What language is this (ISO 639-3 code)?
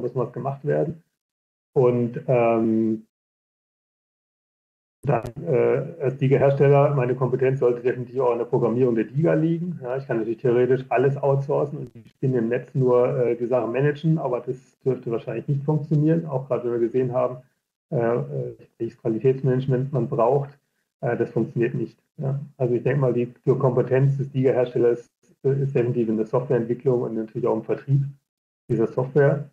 deu